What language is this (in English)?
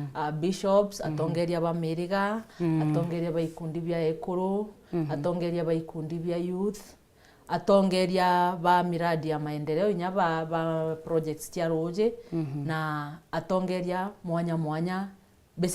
Meru